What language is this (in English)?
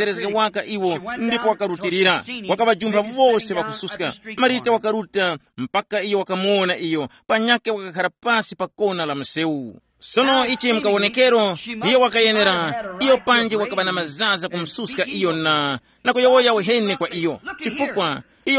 Tumbuka